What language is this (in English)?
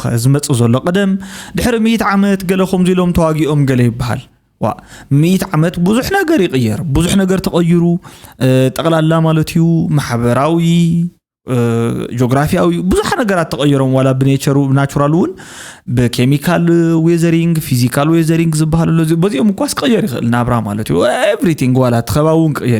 Tigrinya